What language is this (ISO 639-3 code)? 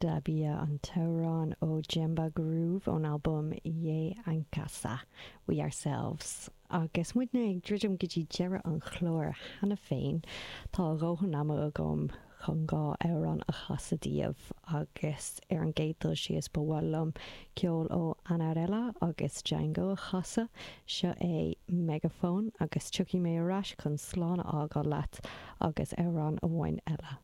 gle